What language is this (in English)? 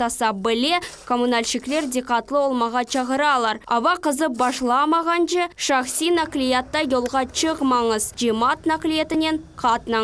Crimean Tatar